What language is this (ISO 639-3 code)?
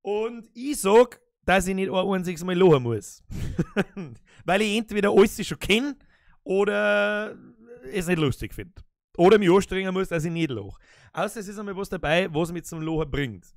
bar